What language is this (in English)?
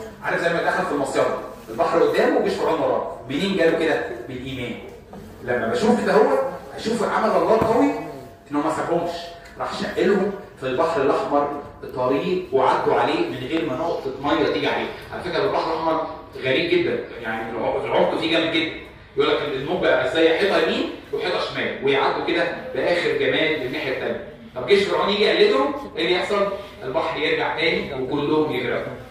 Egyptian Arabic